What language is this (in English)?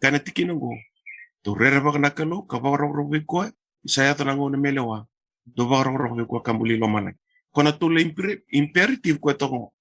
Fijian